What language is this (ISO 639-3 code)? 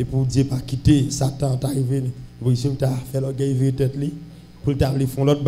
hat